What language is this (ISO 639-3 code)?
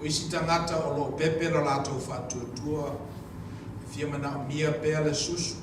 smo